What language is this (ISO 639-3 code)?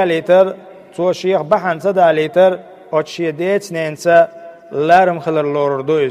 che